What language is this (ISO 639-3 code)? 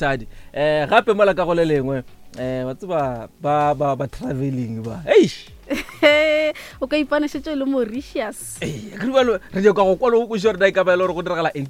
nso